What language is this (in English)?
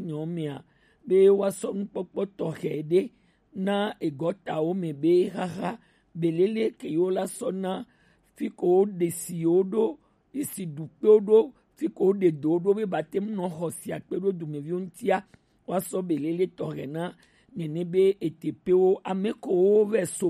Gen